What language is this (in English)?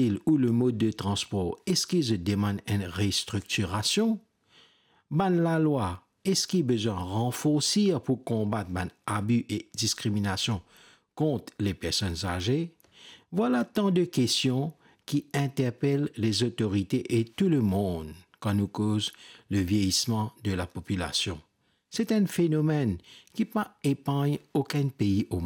Morisyen